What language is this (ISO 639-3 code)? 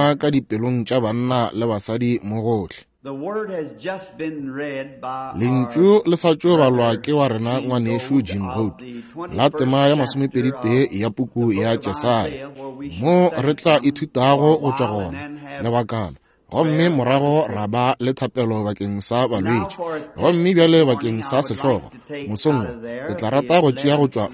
nso